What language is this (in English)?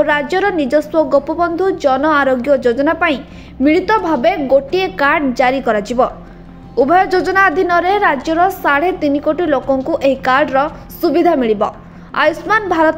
Odia